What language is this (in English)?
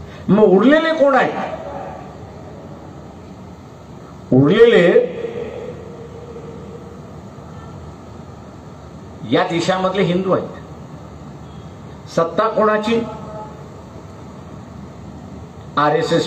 Marathi